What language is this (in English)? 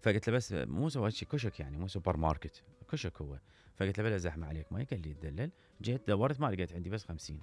Mesopotamian Arabic